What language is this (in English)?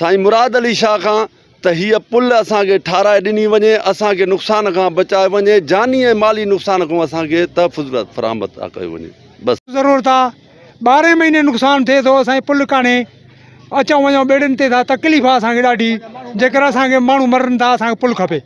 Sindhi